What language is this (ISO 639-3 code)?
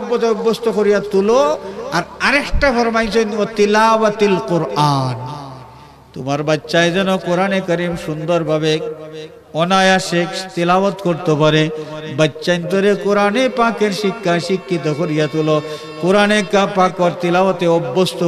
syl